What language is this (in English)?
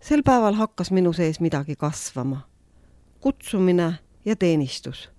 Estonian